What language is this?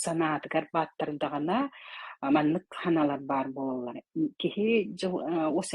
Yakut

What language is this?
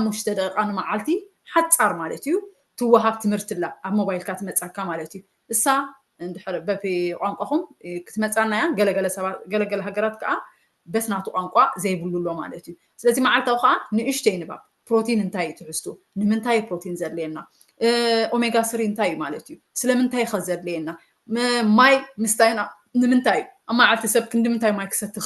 Tigrinya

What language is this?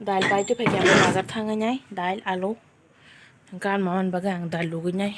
Kok Borok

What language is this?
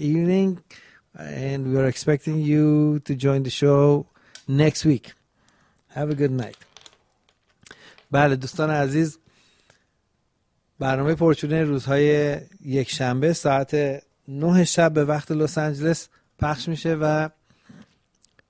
Persian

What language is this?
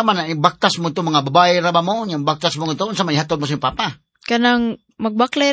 Cebuano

